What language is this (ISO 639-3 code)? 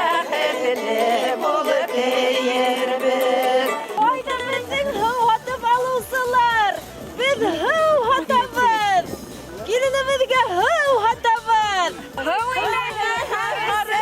bak